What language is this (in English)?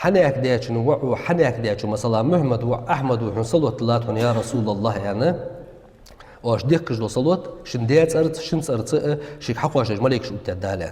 Ingush